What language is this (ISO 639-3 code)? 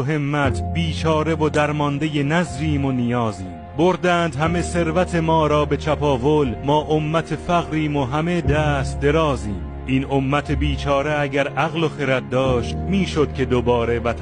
fas